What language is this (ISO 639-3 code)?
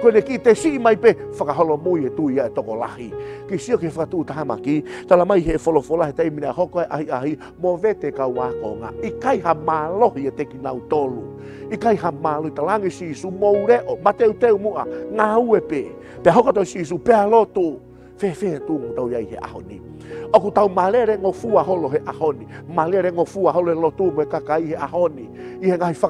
ton